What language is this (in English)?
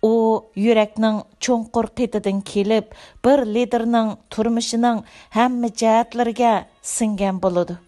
Uyghur